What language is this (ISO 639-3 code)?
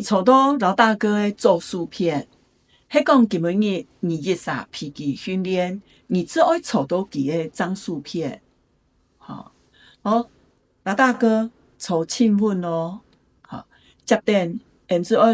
hak